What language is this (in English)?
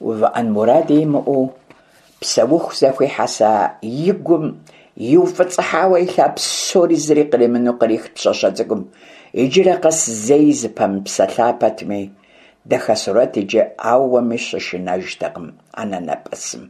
Kabardian